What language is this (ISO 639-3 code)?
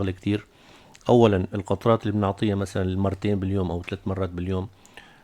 apc